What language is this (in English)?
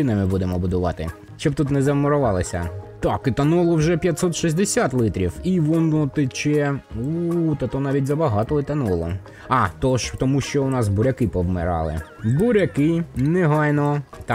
Ukrainian